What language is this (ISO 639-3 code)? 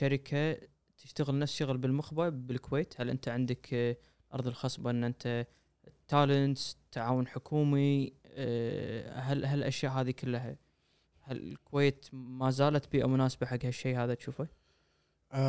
afb